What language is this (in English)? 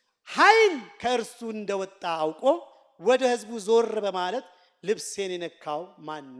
Amharic